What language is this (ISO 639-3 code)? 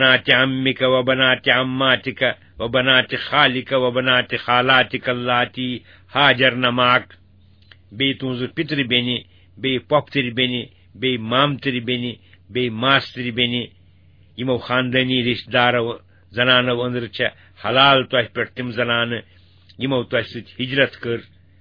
kas